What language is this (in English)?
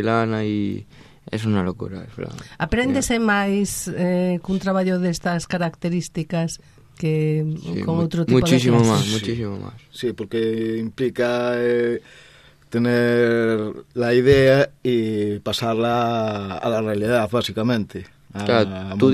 Galician